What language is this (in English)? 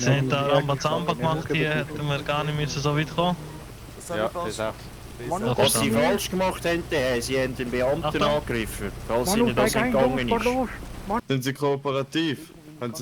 Swiss German